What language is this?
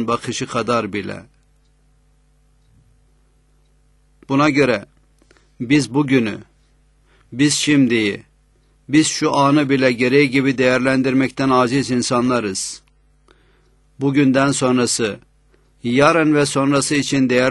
Turkish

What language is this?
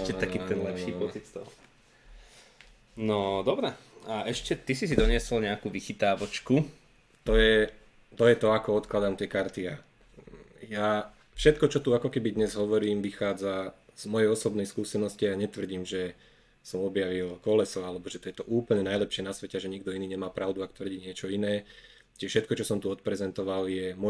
Slovak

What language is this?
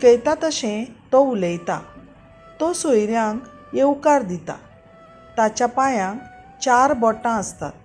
Konkani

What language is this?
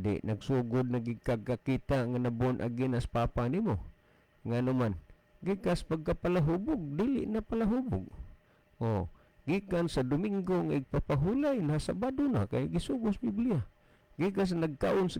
Cebuano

